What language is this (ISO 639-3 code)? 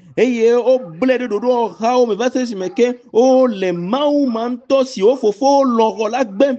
ewe